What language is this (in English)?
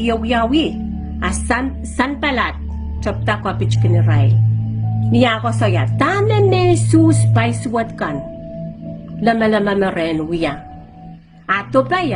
Pohnpeian